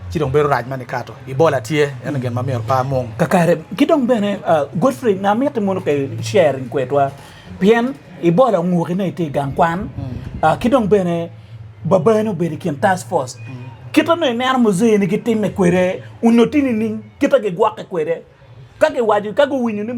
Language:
Acoli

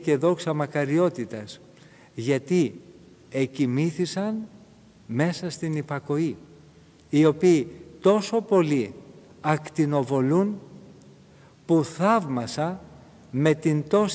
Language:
Greek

